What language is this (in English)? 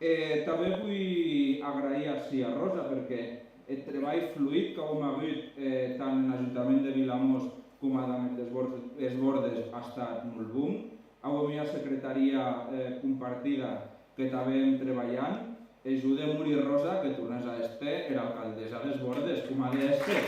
Occitan